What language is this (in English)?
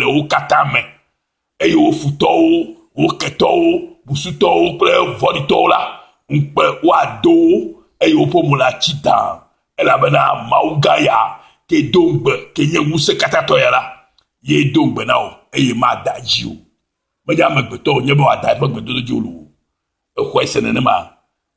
Ewe